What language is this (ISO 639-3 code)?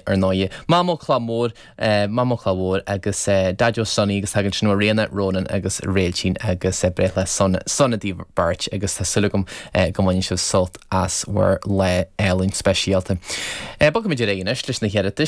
gle